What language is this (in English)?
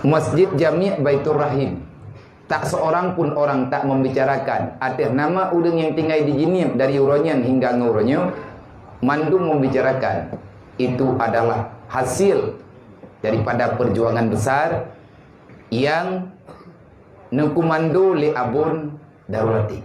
Achinese